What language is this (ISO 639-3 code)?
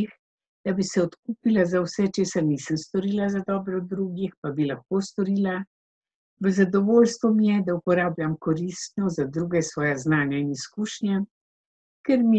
slv